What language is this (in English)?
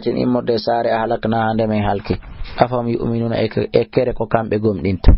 Fula